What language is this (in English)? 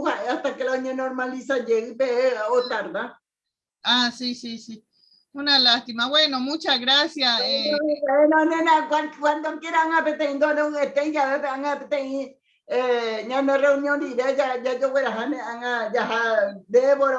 Guarani